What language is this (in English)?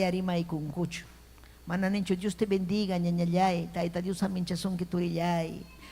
Ayacucho Quechua